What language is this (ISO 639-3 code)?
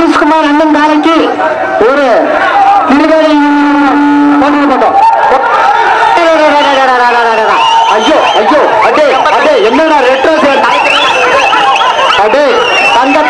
tam